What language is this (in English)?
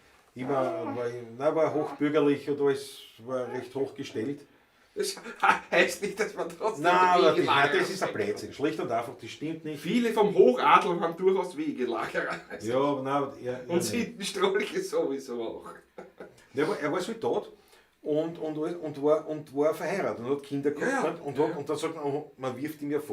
Bavarian